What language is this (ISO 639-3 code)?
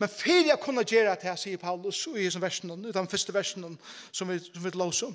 fao